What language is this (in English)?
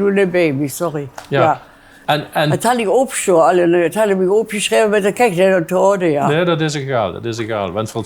Limburgish